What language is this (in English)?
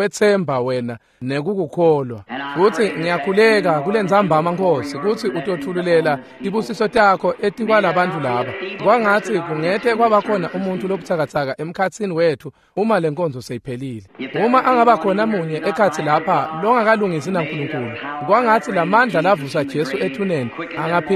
Swati